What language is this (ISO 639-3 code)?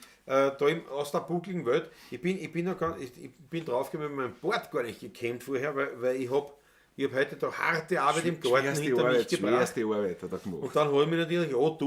bar